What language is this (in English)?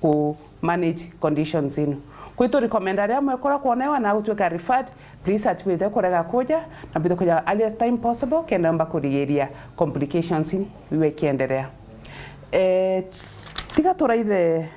Meru